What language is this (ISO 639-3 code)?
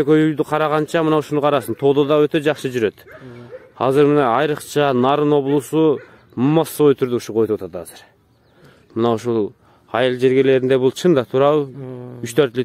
kir